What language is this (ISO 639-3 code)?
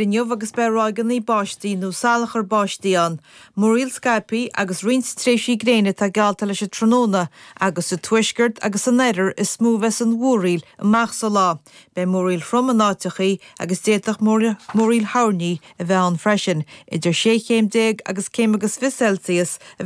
gle